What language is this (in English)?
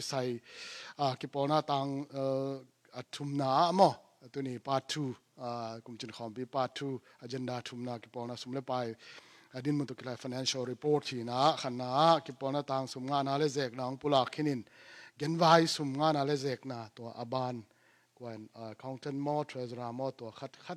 Tedim Chin